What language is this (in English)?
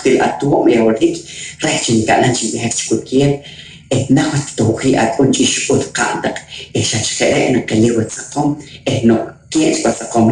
Poqomchi'